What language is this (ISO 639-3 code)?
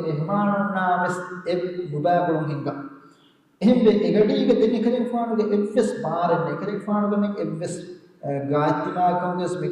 div